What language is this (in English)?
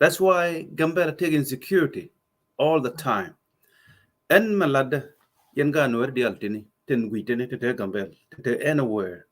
Nuer